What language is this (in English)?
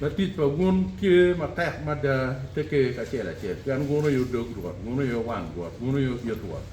Acoli